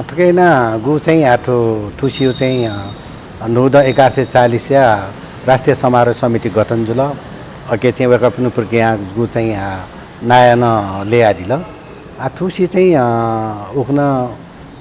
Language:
Newari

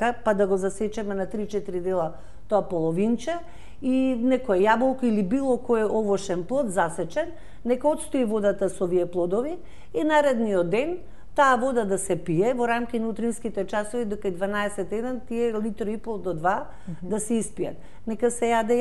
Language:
Macedonian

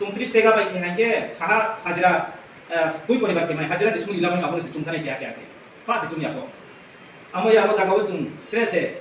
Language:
Riang (India)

